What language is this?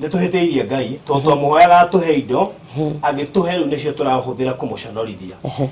Kikuyu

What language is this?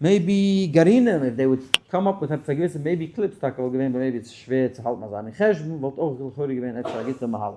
Yiddish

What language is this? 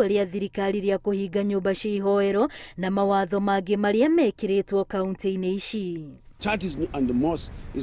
Kikuyu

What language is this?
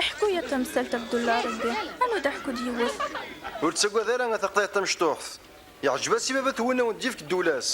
Kabyle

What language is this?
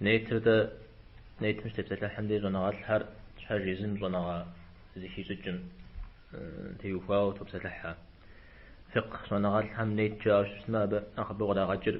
Kabardian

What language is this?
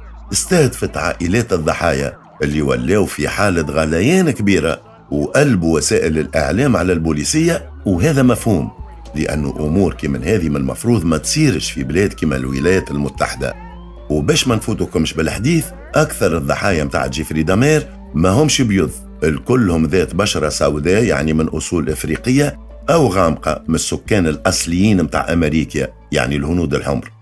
Tunisian Arabic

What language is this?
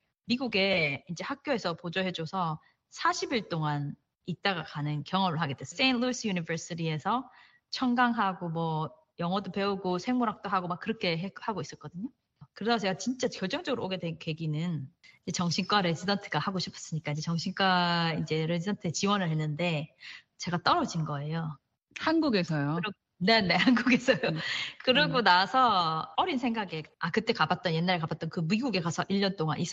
Korean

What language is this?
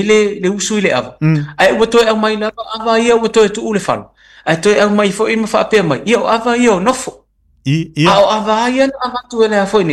Samoan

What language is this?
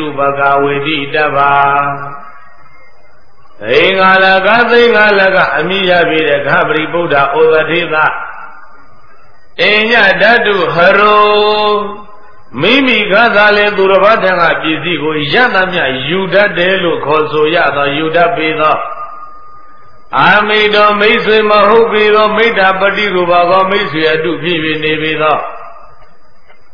Burmese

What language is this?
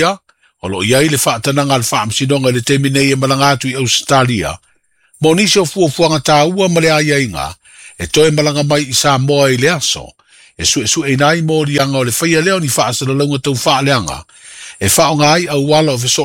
Samoan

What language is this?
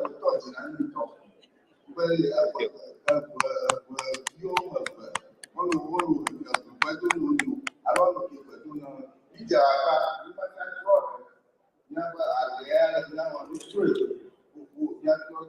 Ewe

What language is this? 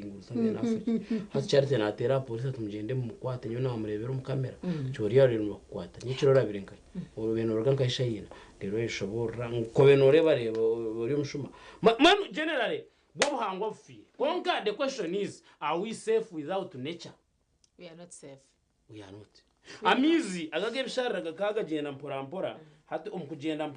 Nyankole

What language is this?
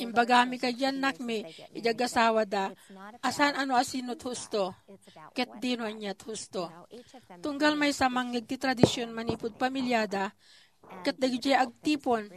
Iloko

